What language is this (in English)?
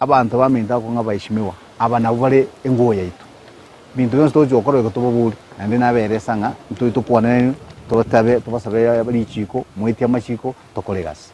Gusii